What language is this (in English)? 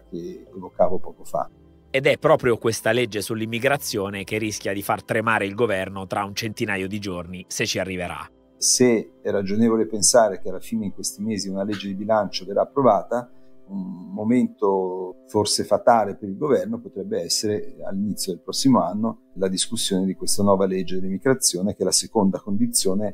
Italian